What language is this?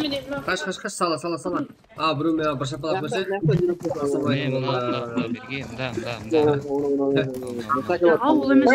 Kara-Kalpak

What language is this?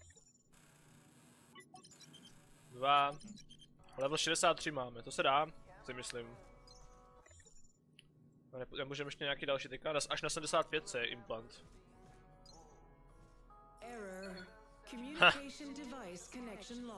Czech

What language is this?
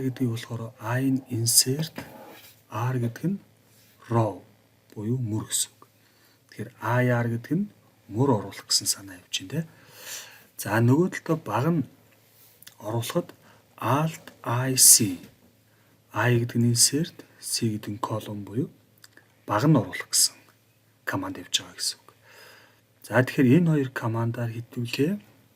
Mongolian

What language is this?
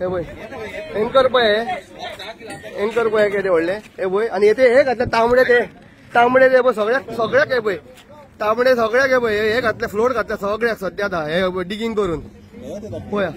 Konkani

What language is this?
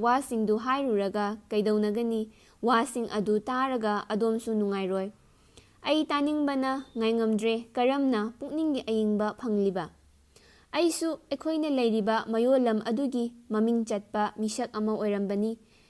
Manipuri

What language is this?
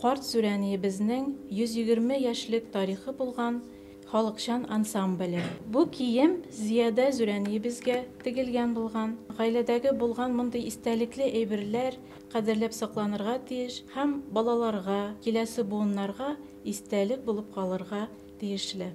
Bashkir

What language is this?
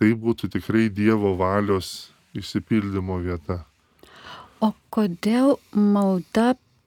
Lithuanian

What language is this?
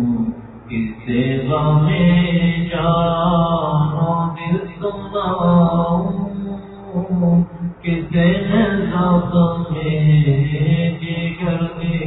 Urdu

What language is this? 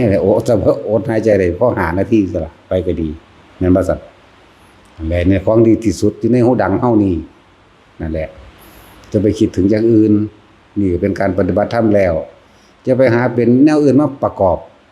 Northeastern Thai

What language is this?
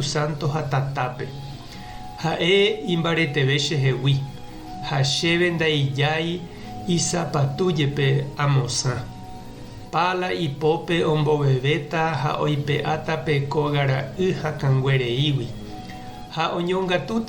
Guarani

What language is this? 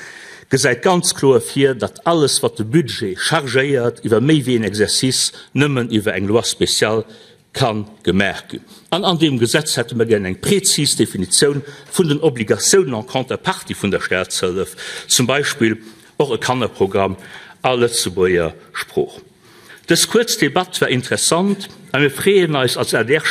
Luxembourgish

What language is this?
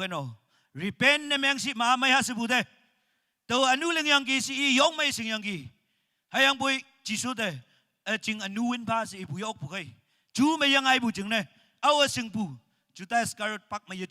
Naga Pidgin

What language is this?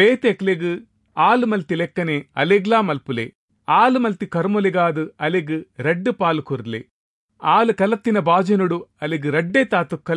Tulu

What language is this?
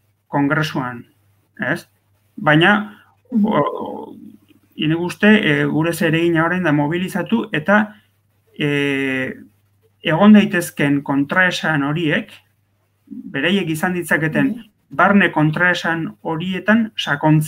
Basque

